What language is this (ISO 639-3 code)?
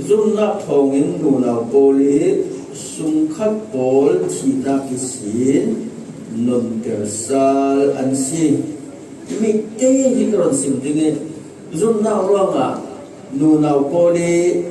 cfm